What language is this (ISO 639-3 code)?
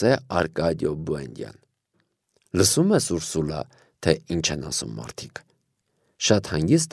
hye